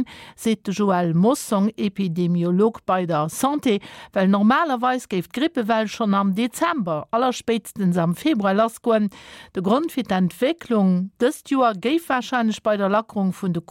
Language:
Luxembourgish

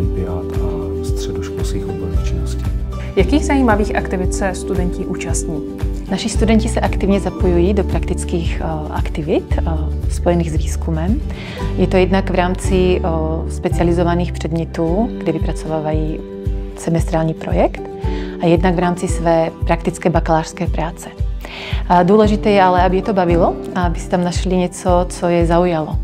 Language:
Czech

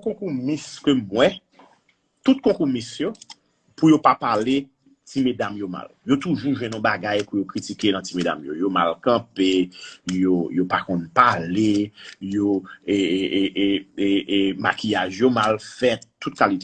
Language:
Haitian Creole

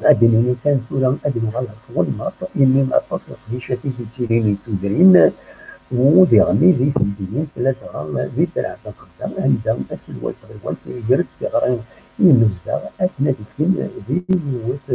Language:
Kabyle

